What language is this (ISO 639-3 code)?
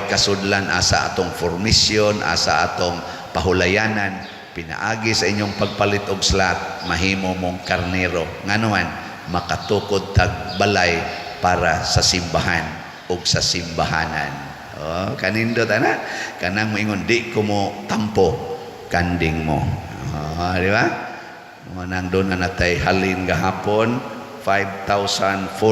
ceb